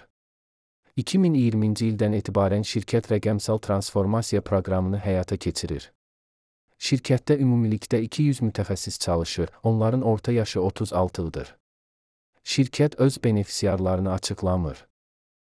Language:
Azerbaijani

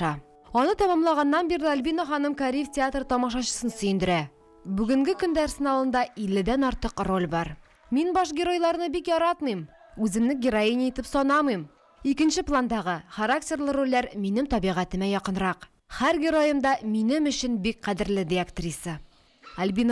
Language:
Tatar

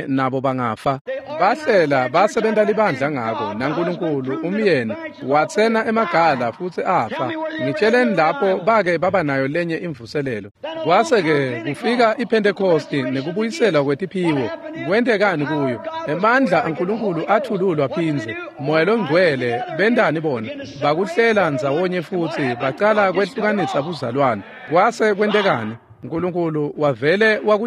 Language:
Swati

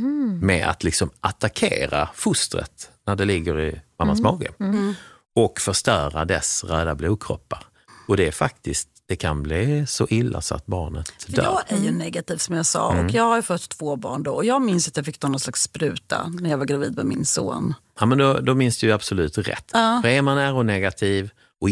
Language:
Swedish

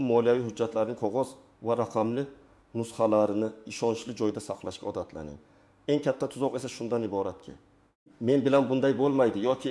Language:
Uzbek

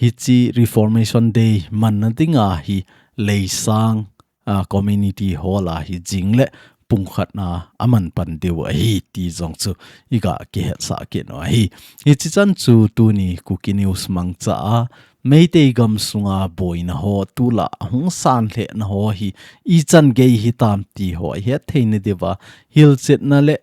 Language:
Thado Chin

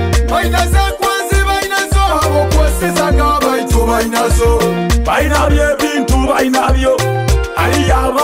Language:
Nyoro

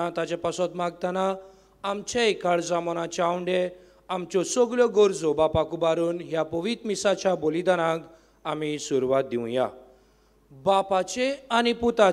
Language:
Konkani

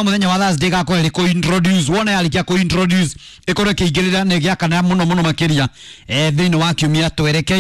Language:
Kikuyu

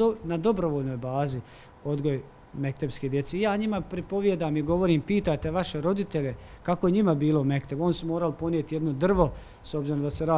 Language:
Bosnian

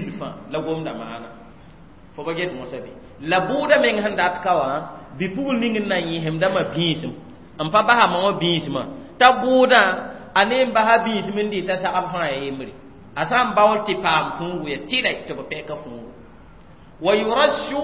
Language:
Mossi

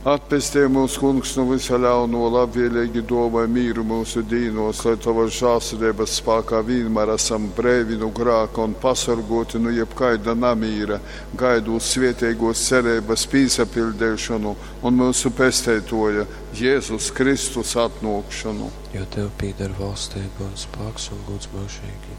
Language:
Latgalian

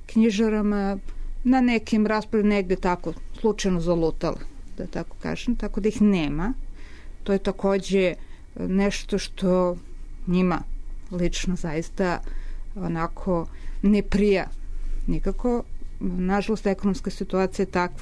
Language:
Serbian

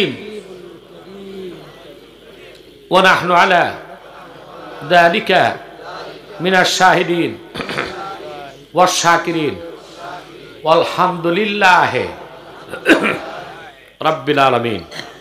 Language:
Bangla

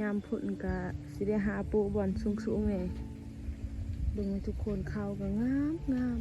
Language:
Lao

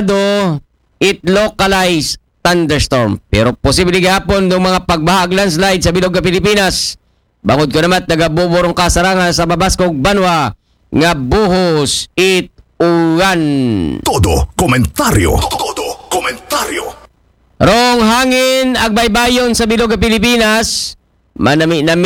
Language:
Aklanon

